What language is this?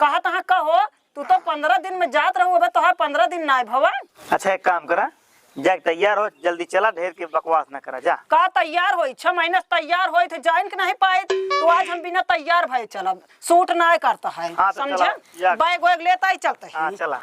Awadhi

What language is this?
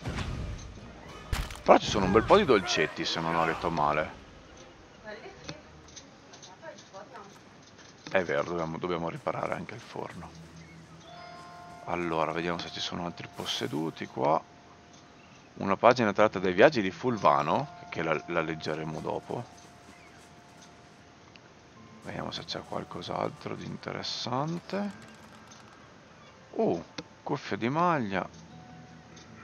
Italian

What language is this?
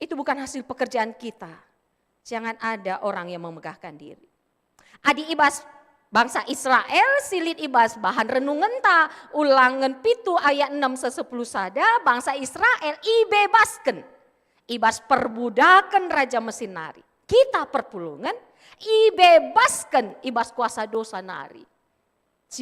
Batak Karo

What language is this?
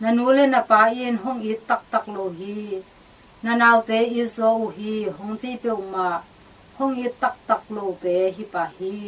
Tedim Chin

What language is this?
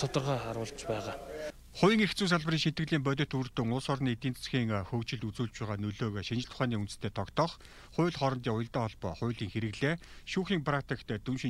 Mongolian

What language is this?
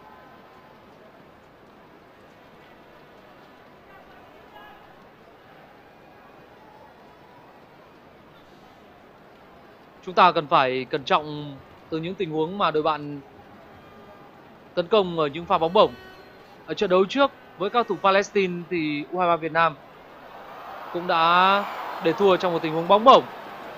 Vietnamese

